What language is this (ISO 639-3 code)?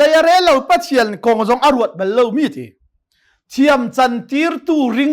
cnh